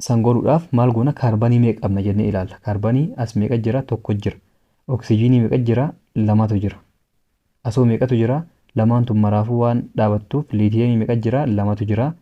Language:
Oromo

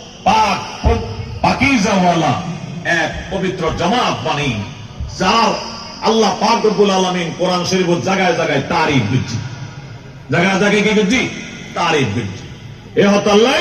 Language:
Rohingya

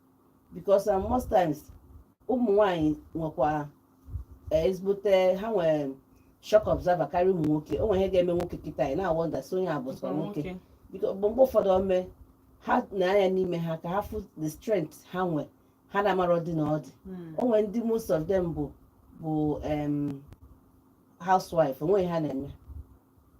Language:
Igbo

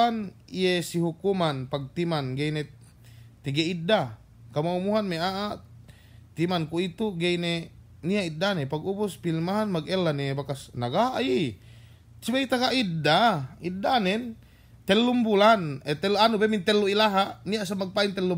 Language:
Yakan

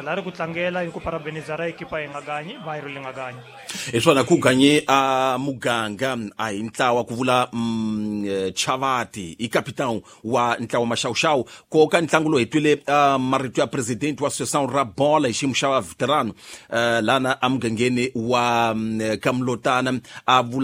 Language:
Tsonga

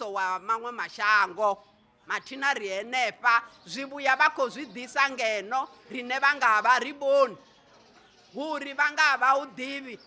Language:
Venda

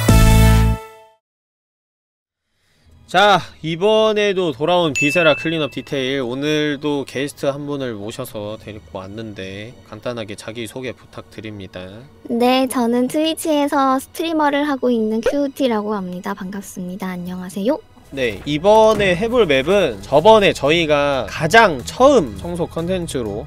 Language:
Korean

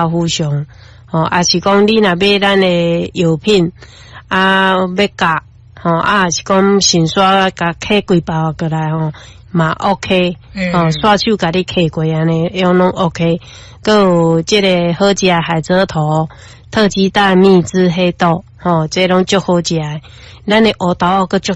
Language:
Min Nan Chinese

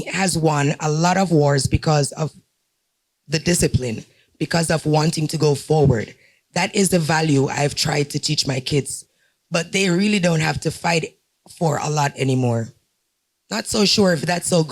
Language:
Papiamento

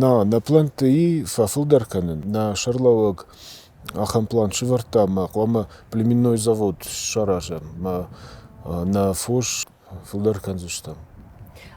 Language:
Ossetic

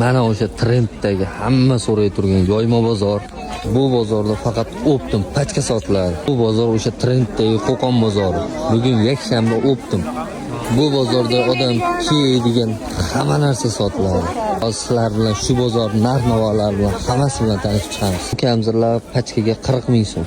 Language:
Uzbek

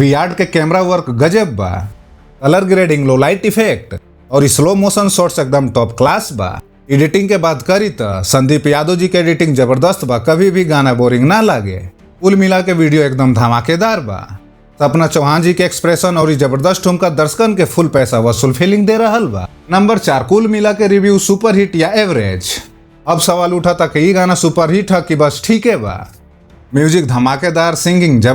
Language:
Bhojpuri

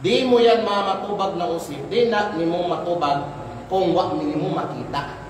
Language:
Kalagan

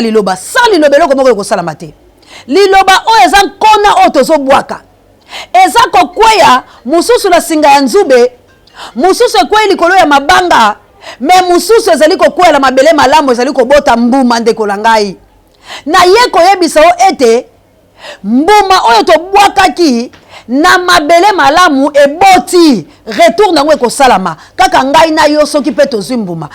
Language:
Lingala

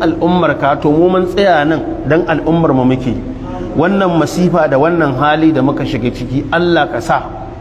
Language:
Hausa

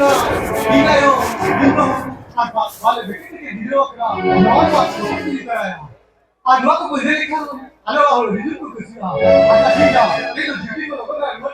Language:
Santali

